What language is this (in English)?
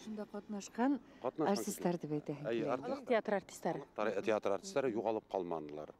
Bashkir